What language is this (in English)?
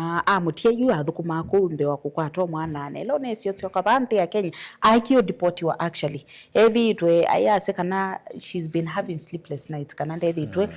Kamba